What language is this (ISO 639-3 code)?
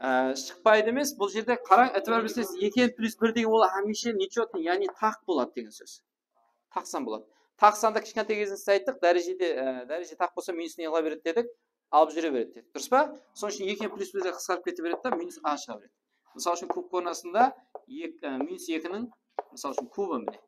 kaa